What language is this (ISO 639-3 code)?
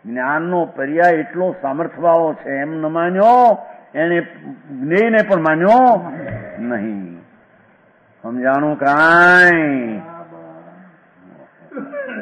guj